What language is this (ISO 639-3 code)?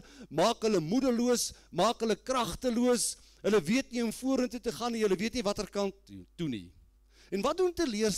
afr